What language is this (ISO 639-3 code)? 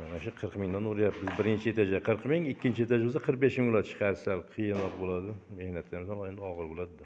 uzb